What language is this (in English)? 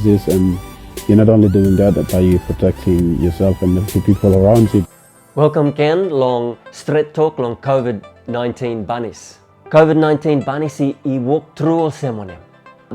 Tok Pisin